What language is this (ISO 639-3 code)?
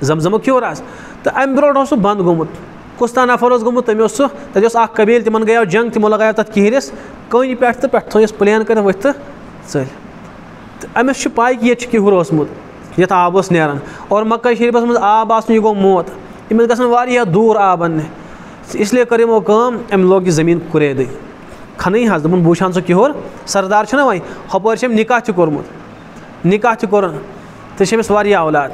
kas